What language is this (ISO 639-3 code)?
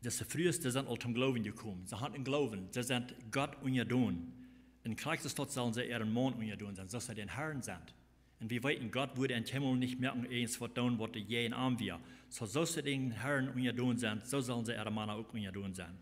pdt